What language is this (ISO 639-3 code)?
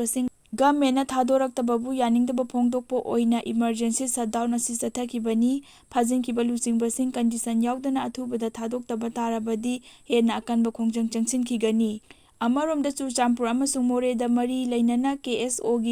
mni